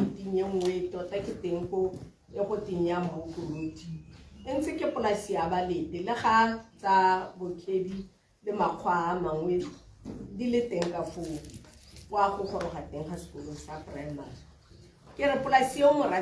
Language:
Tswana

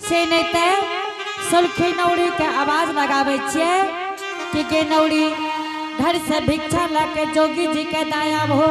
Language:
Angika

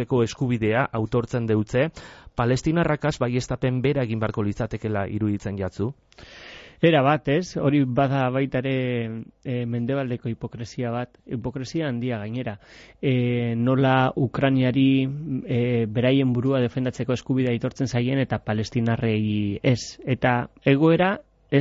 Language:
Basque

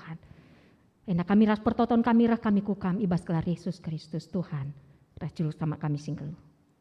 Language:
Batak Karo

